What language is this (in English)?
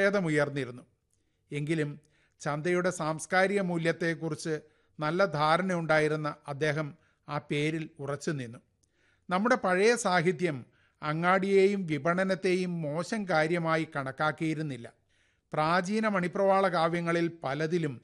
Malayalam